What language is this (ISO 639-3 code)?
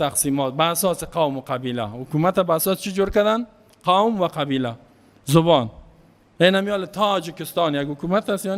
fas